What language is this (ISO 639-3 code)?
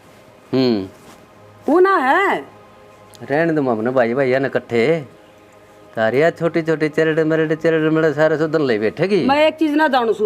bgc